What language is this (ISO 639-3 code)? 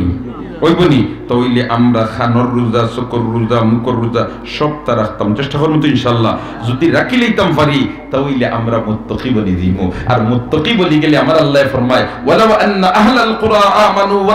syl